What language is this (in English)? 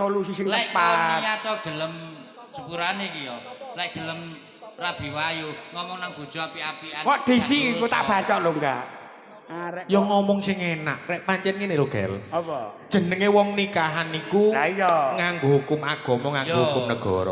Javanese